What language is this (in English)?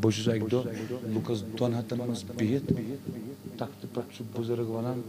Kashmiri